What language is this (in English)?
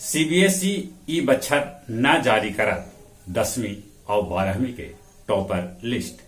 Magahi